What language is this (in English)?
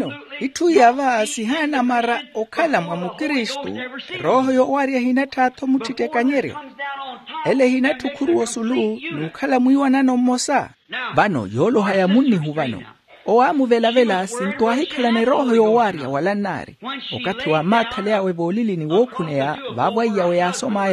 Makhuwa